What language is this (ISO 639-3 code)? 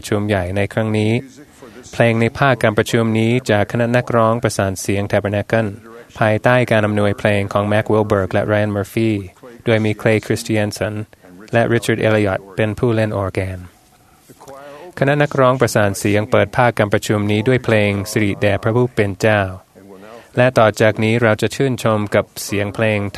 tha